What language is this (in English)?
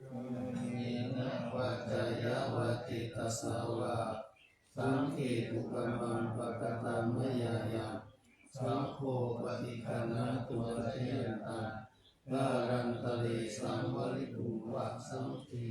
Pali